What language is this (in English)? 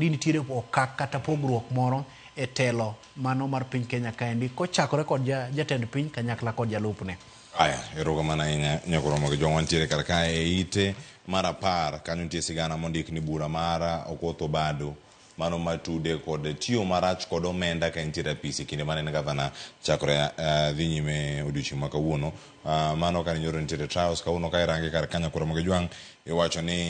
Luo (Kenya and Tanzania)